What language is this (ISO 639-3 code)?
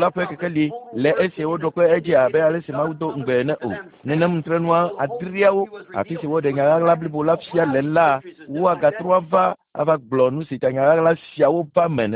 ewe